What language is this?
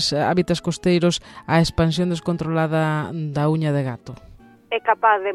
Galician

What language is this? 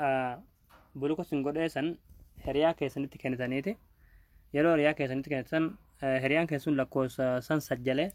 Oromo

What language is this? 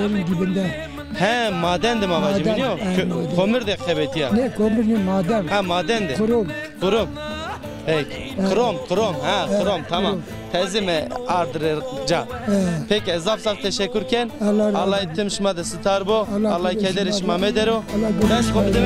Zaza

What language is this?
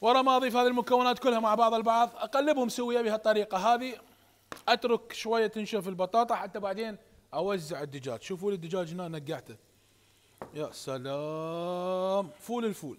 Mesopotamian Arabic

